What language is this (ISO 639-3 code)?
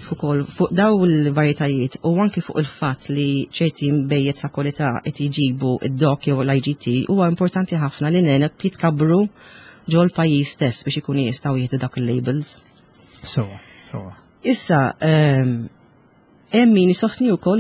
mlt